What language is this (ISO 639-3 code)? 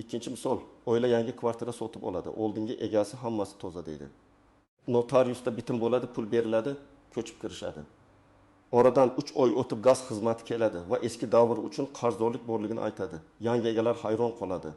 uzb